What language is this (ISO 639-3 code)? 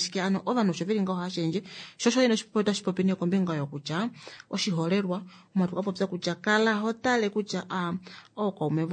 kua